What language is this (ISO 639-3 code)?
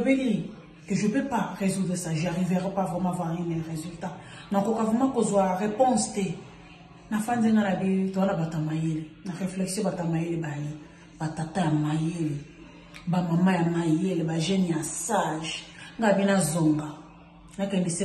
lin